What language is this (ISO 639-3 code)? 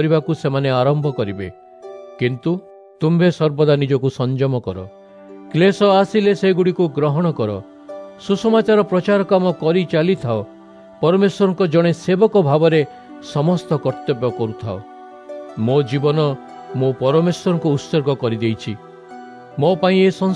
ori